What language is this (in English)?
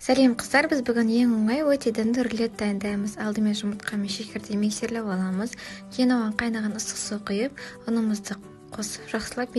Kazakh